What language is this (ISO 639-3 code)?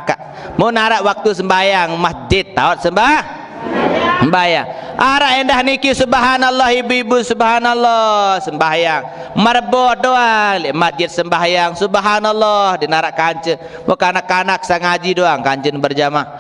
sas